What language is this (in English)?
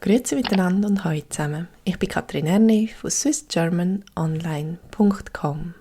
Swiss German